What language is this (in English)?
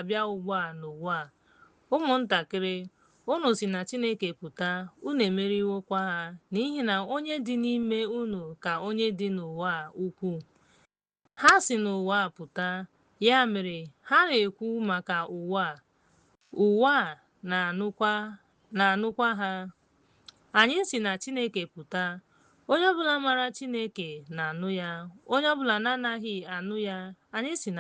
Igbo